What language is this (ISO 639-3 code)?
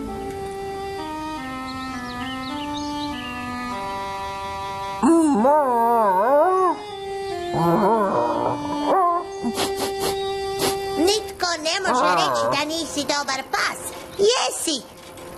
hrv